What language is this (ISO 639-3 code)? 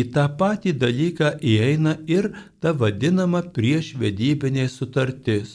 lit